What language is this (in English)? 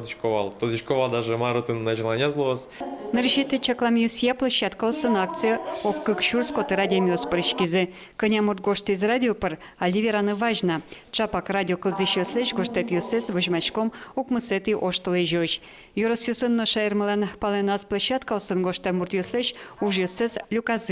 Udmurt